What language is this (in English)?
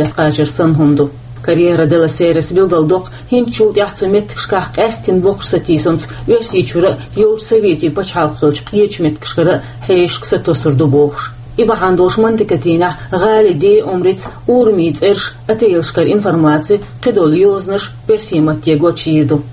Chechen